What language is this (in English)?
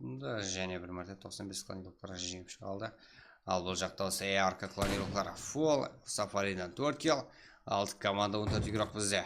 Kara-Kalpak